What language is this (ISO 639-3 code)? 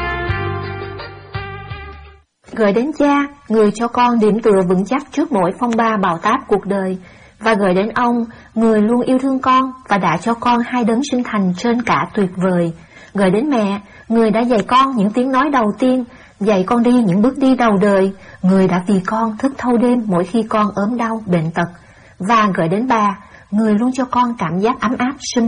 vie